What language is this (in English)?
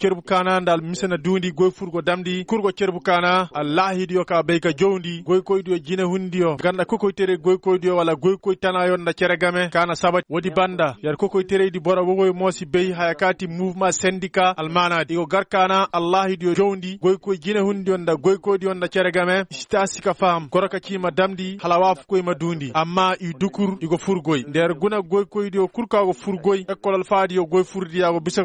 Koyraboro Senni